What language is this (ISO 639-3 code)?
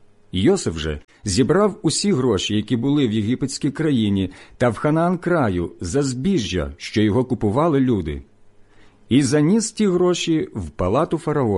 ukr